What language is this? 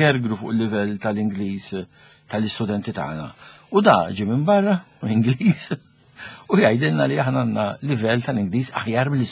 Maltese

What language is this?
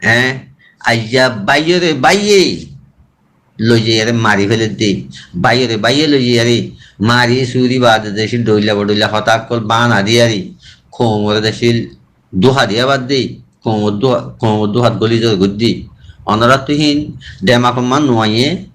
Rohingya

